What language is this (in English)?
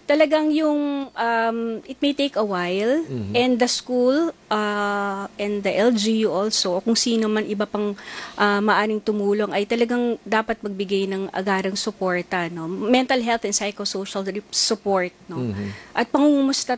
Filipino